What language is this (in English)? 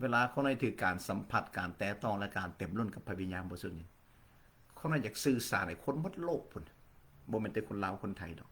Lao